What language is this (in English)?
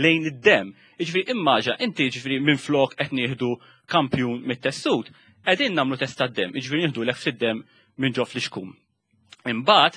Maltese